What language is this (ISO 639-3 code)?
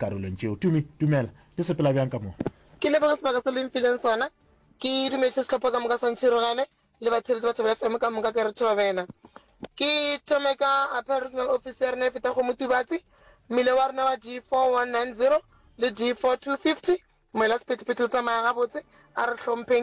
nso